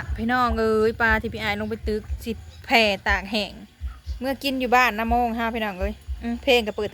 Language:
Northeastern Thai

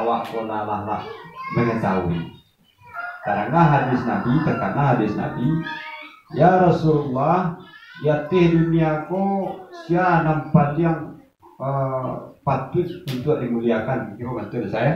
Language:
Minangkabau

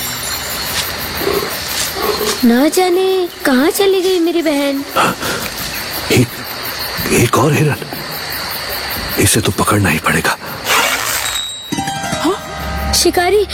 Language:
Hindi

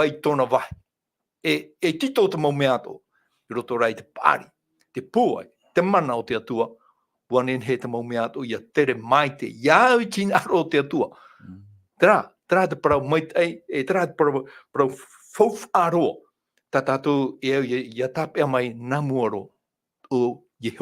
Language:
Tahitian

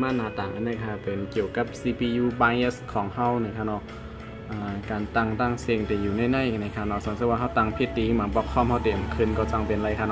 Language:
Shan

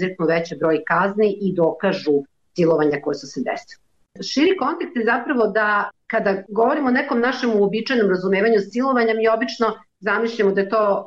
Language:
Serbian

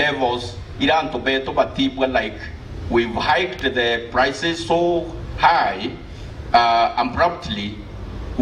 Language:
Meru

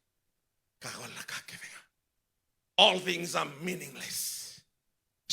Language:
Fijian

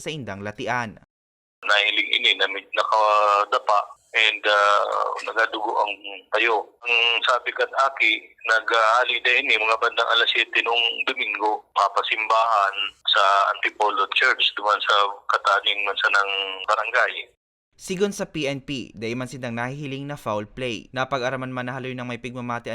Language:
Bikol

